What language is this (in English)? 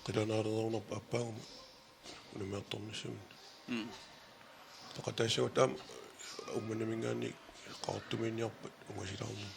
Kalaallisut